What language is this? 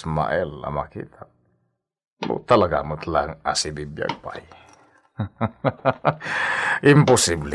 Iloko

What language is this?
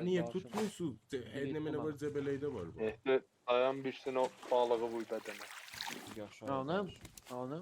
South Azerbaijani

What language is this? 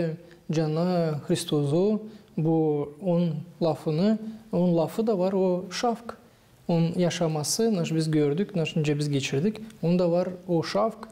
Gagauz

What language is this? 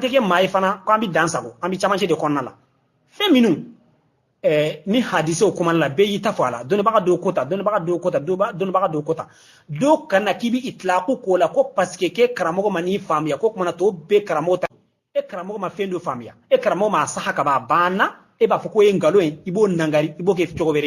Bambara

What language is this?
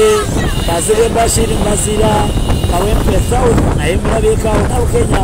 Ganda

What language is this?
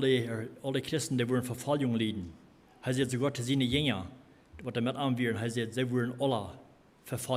Plautdietsch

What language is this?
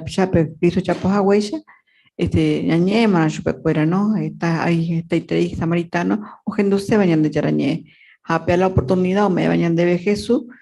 Guarani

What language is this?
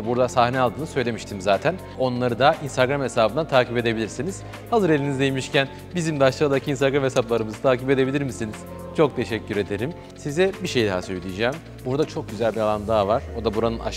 Turkish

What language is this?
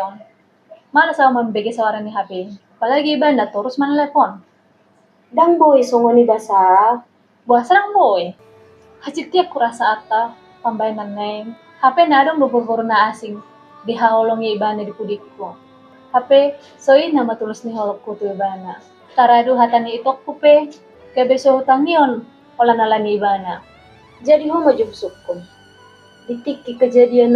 Batak Toba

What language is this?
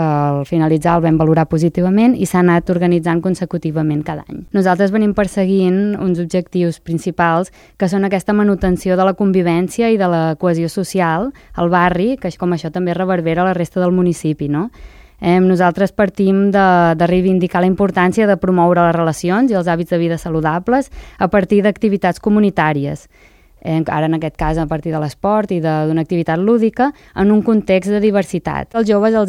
Catalan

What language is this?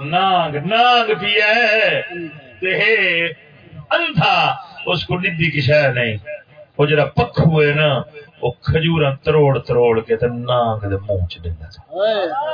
Saraiki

